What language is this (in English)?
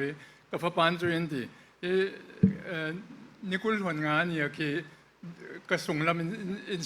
Falam Chin